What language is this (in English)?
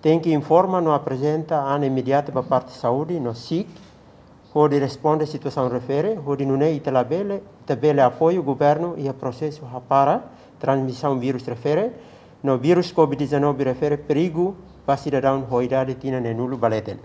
Tetum